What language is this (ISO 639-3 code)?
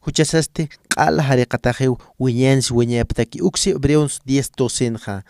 aym